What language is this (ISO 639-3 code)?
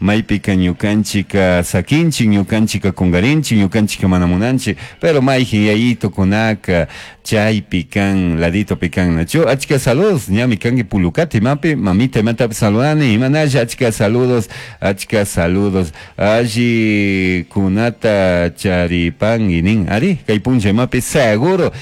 qug